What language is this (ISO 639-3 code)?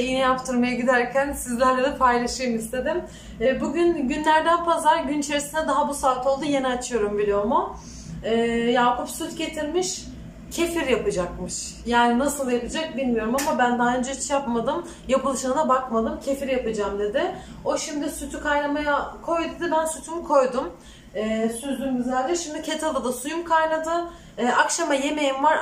tur